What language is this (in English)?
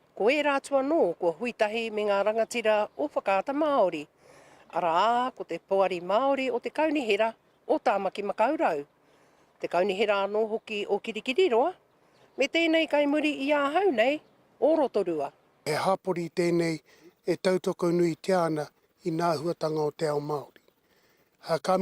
Māori